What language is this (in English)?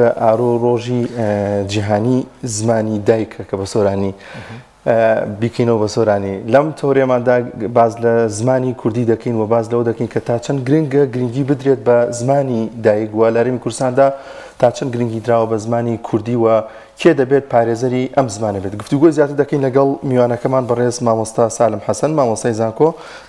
Central Kurdish